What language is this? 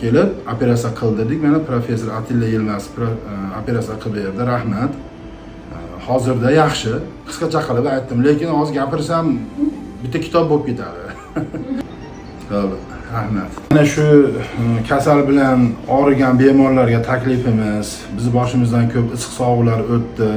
Uzbek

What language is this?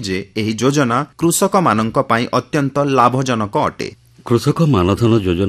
Odia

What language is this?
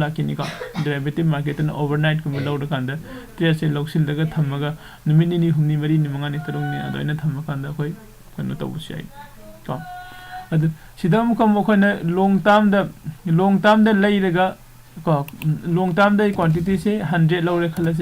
Manipuri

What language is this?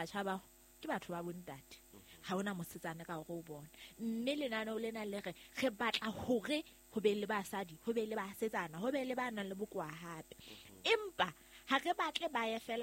Southern Sotho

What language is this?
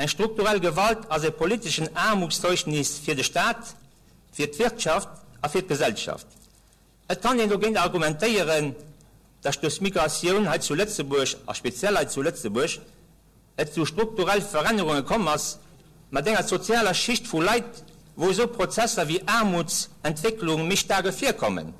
Luxembourgish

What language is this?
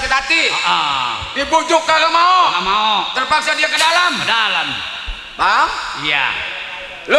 Betawi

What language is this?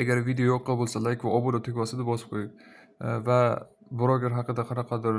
Uzbek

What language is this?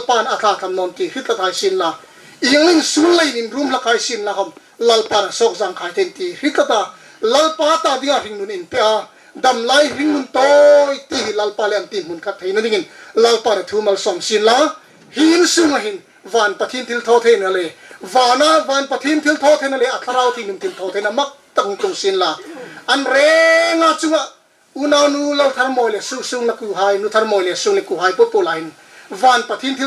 Hmar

